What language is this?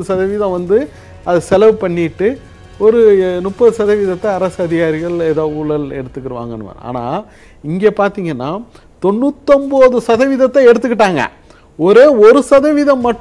Tamil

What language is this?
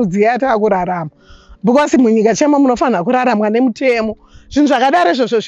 Shona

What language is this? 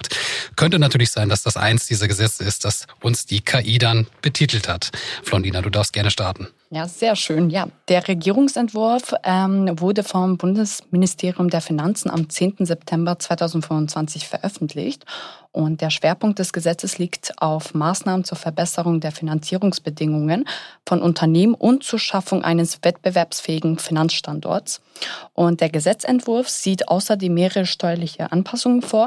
German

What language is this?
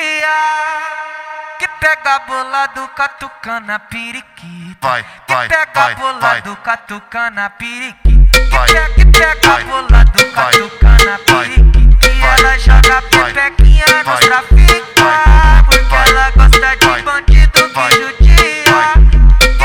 Portuguese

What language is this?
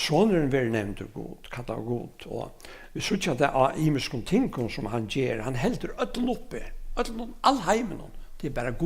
Faroese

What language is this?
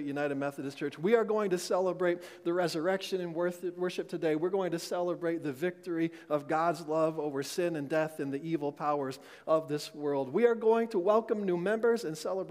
English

